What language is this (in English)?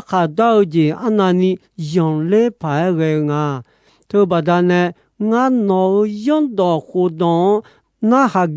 Akha